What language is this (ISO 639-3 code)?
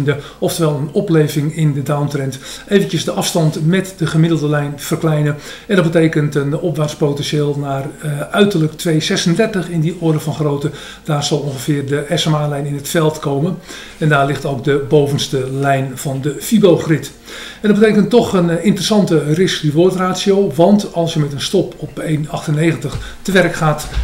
nld